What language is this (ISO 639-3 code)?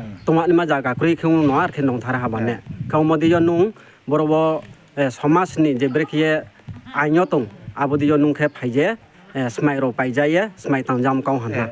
ria